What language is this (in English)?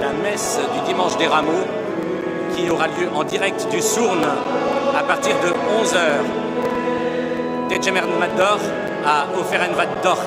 Breton